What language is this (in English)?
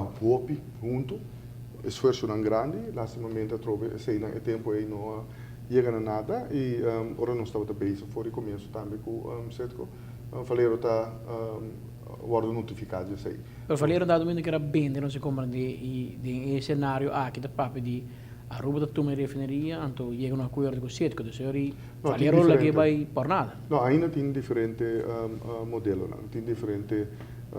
Papiamento